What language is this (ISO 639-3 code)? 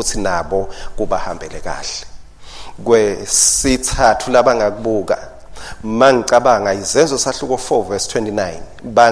ssw